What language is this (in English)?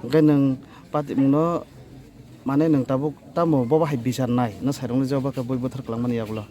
Kok Borok